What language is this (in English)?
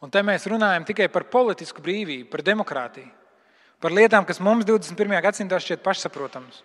Latvian